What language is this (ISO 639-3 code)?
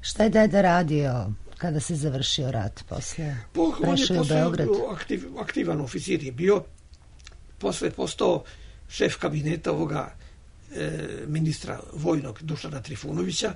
srp